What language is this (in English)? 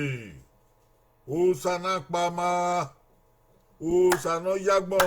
Bini